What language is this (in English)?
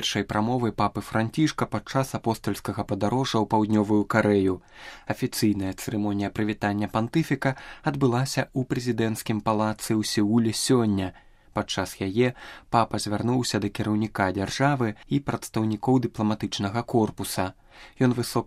Belarusian